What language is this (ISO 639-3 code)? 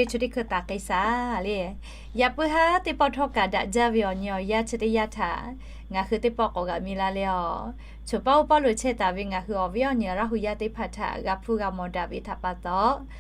lhu